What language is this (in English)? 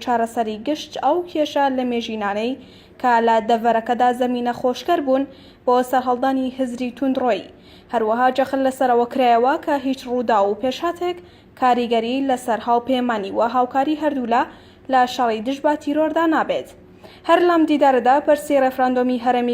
Central Kurdish